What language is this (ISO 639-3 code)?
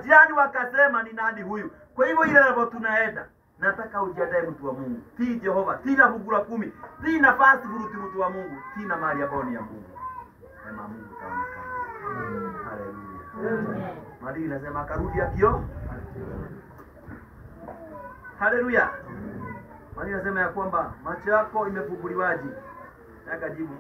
swa